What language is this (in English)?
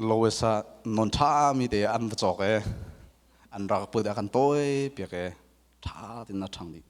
Hakha Chin